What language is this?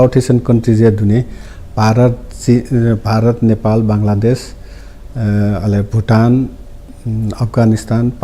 Newari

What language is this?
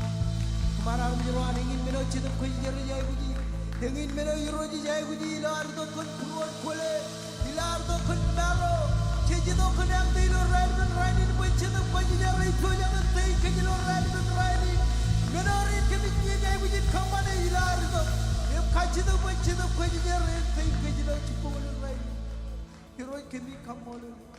Marshallese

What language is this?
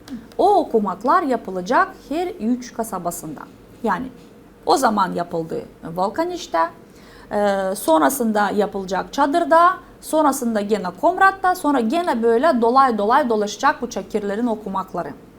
Gagauz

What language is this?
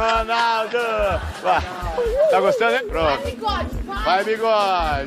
Portuguese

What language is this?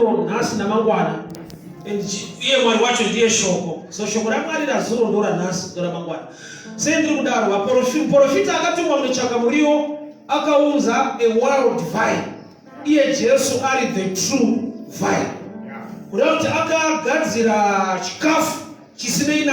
Shona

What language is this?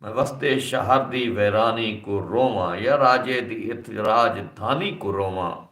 Saraiki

